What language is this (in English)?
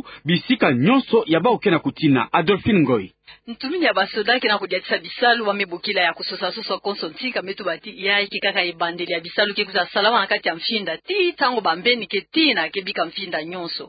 Kituba (Democratic Republic of Congo)